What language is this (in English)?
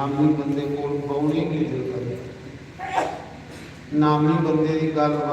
Dogri